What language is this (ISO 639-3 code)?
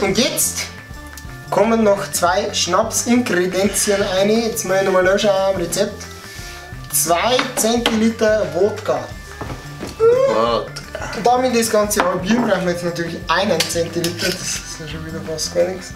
bar